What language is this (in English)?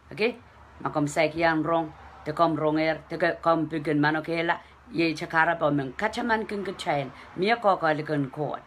Pohnpeian